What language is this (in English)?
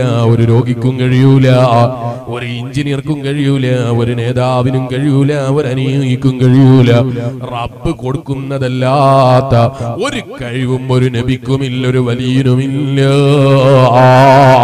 Malayalam